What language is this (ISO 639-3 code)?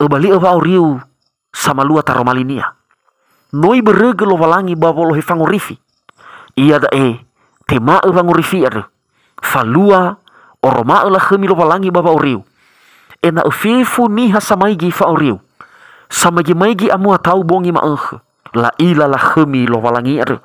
nia